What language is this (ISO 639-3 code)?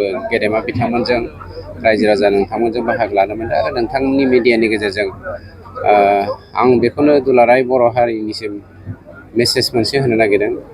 brx